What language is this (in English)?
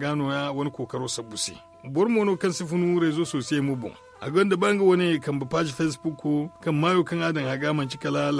Zarma